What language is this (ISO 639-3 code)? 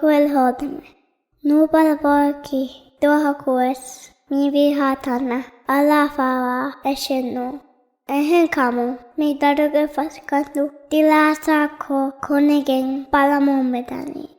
div